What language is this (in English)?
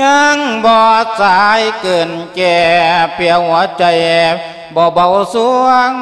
Lao